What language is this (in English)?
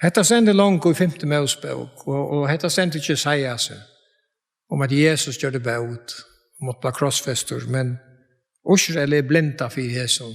Faroese